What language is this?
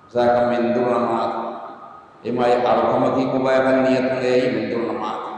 Divehi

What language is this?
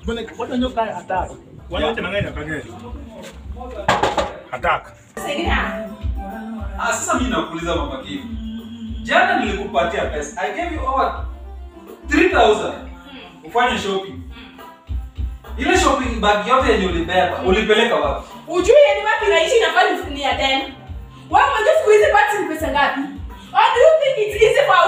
Swahili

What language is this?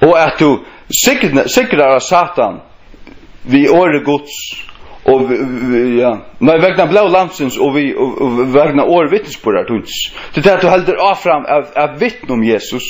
Faroese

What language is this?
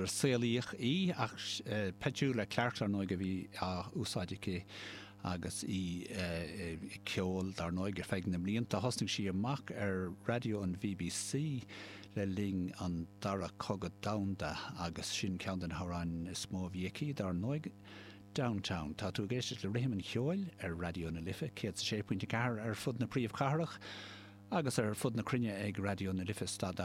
Irish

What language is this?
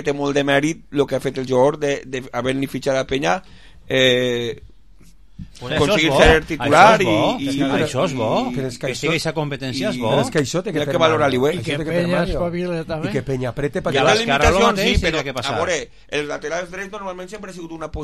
Catalan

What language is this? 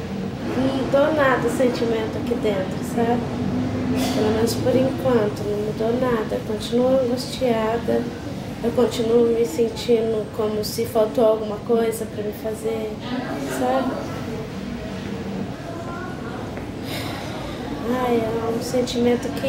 Portuguese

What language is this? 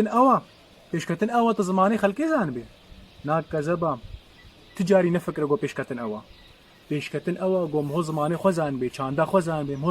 Kurdish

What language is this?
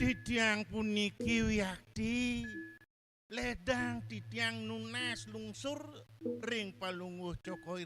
Balinese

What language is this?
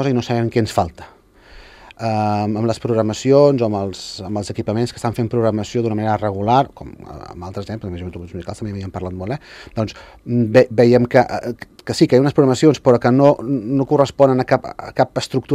Catalan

